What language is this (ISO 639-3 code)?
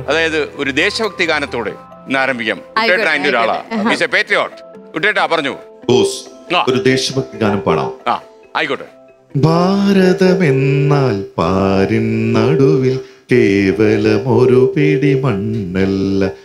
mal